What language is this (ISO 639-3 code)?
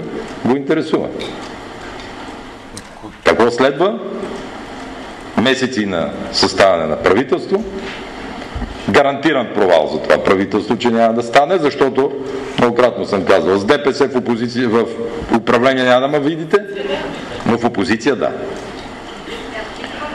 bul